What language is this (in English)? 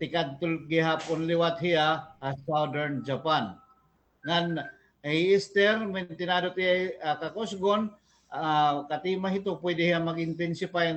Waray